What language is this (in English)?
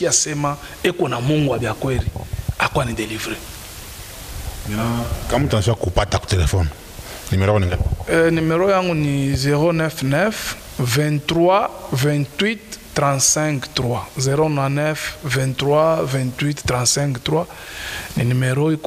Swahili